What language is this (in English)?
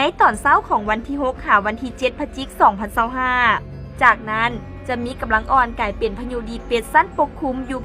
Lao